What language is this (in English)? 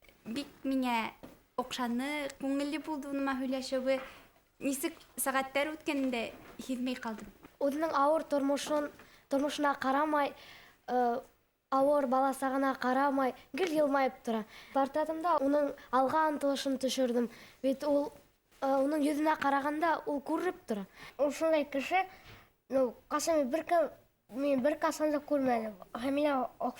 Bashkir